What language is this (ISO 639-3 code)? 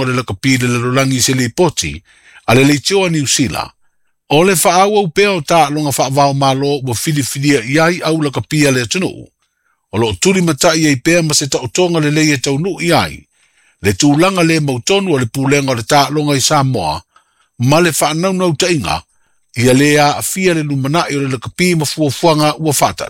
smo